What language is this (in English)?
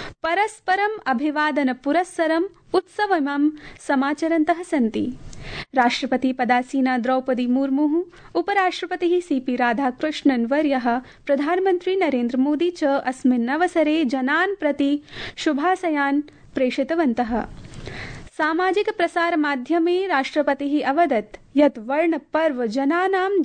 Sanskrit